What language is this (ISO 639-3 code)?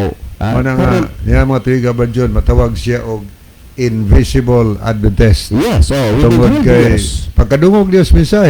ceb